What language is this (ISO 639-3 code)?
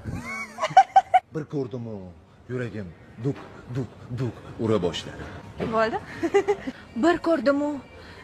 uzb